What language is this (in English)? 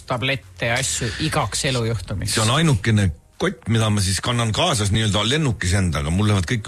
Estonian